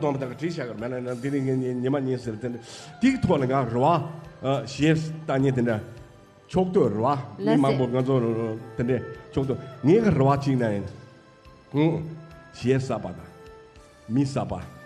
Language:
Tibetan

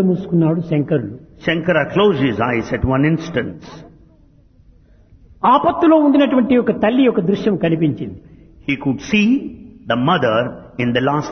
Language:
Telugu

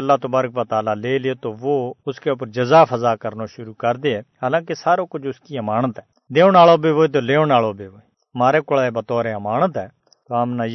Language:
Gujari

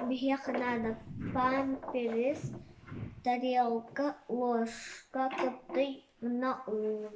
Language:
Yakut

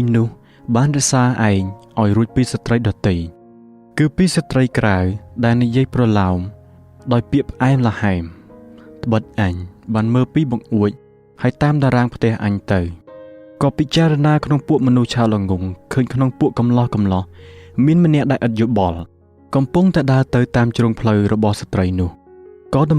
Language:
Khmer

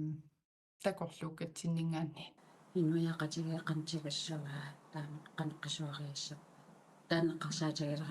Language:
Kalaallisut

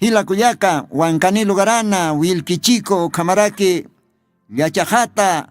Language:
Aymara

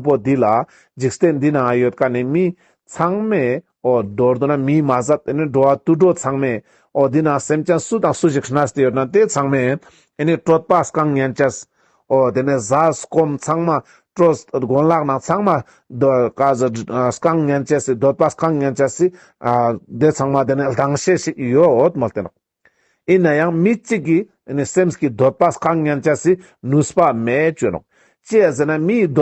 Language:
Ladakhi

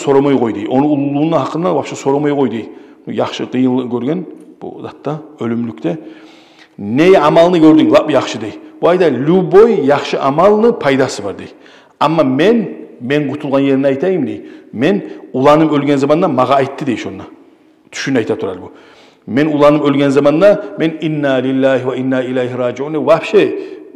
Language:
Kumyk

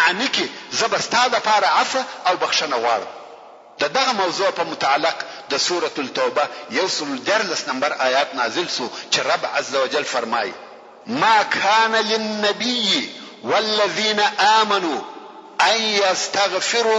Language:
Pashto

